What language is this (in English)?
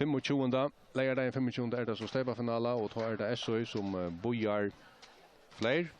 Faroese